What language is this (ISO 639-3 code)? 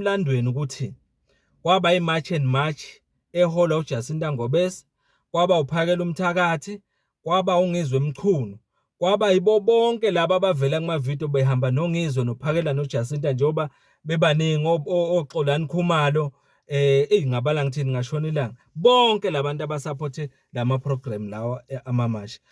zul